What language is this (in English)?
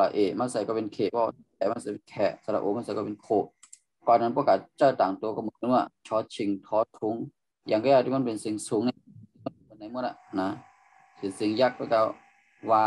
Shan